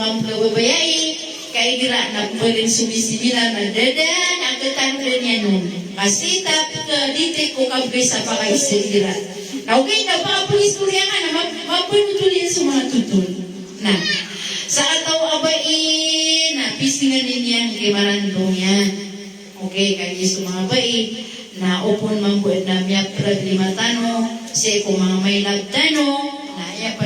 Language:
Maranao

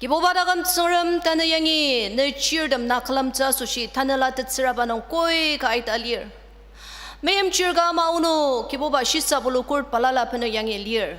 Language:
Ao Naga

